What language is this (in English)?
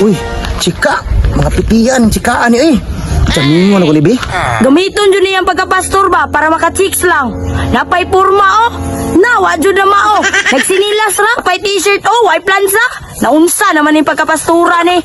Cebuano